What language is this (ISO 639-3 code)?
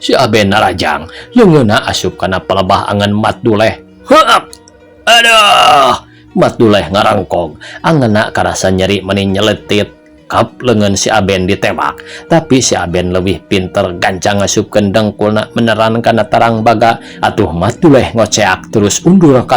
sun